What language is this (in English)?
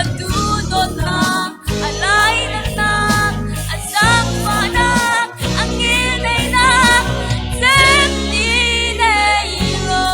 Falam Chin